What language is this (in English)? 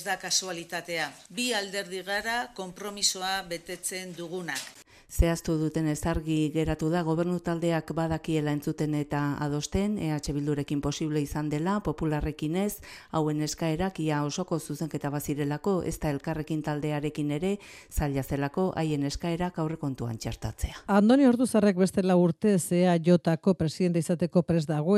Basque